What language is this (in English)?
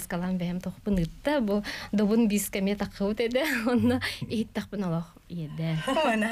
Yakut